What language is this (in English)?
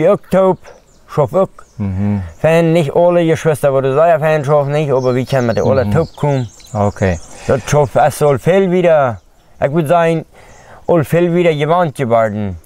Plautdietsch